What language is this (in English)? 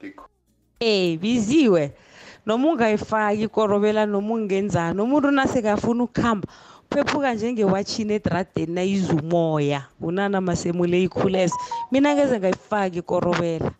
South Ndebele